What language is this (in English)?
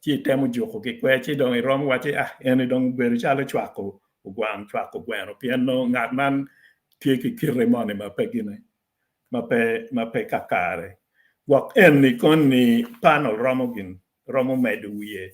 Acoli